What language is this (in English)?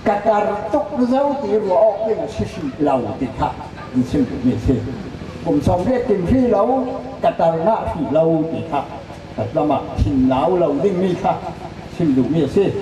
Falam Chin